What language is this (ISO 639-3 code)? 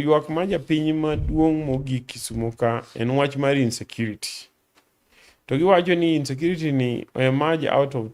luo